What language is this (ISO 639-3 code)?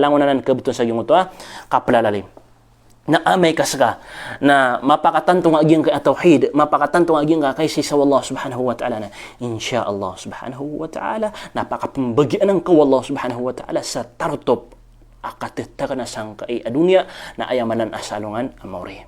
mrw